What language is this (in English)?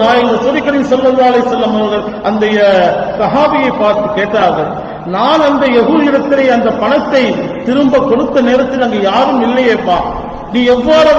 Tamil